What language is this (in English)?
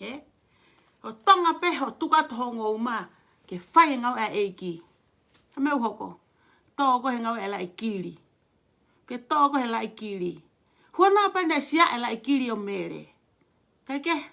Tongan